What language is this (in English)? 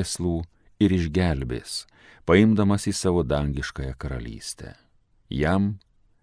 Lithuanian